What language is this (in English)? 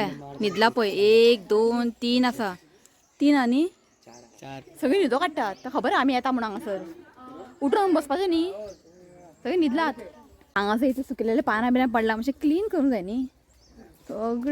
Konkani